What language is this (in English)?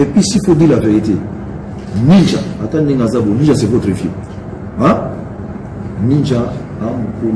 Lingala